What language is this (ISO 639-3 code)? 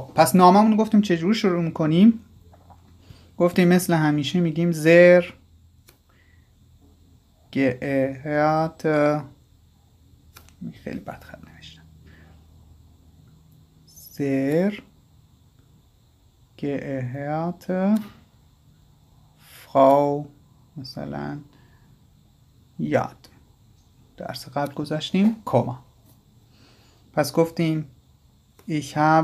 fas